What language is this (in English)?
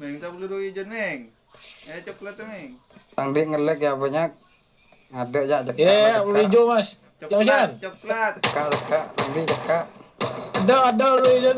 Madurese